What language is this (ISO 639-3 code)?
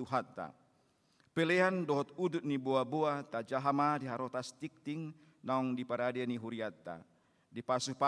bbc